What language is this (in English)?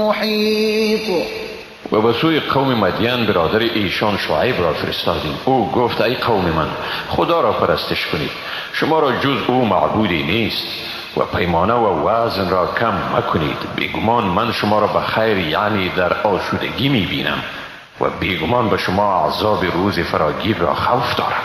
Persian